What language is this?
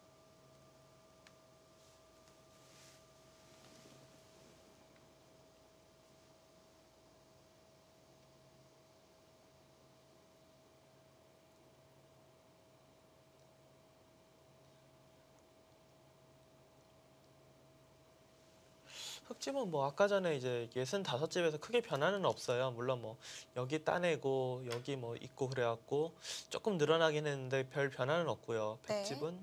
Korean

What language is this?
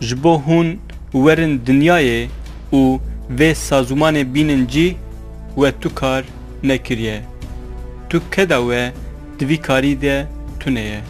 Kurdish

